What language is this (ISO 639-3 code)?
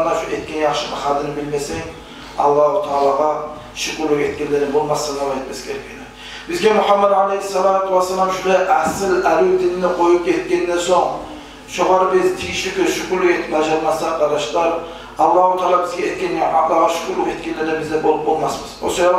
kum